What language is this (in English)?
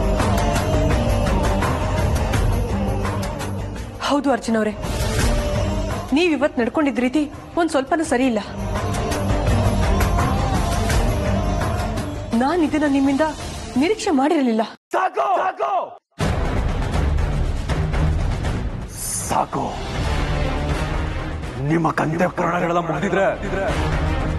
Kannada